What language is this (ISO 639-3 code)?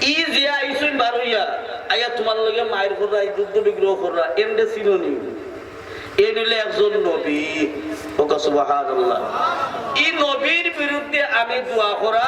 syl